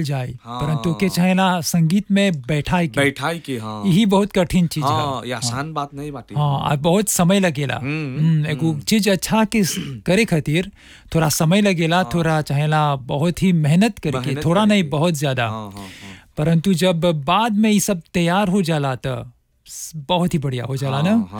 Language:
Bhojpuri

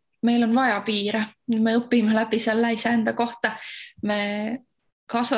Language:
Estonian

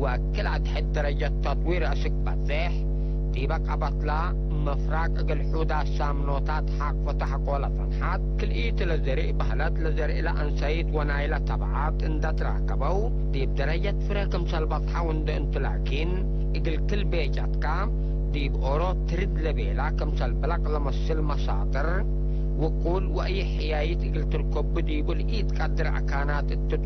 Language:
Tigre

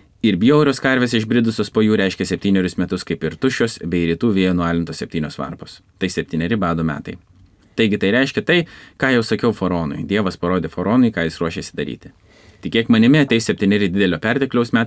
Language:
Lithuanian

